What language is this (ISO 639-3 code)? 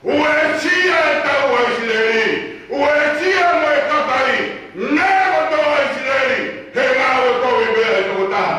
ton